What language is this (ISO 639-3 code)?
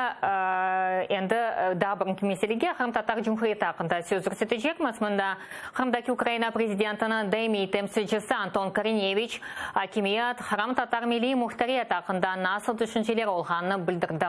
crh